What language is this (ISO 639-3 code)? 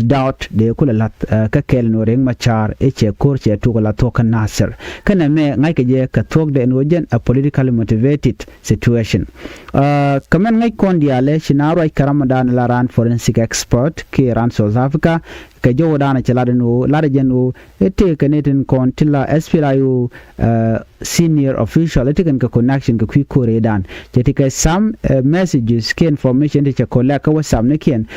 nus